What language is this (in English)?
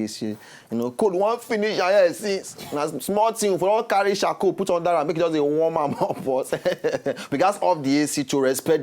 Nigerian Pidgin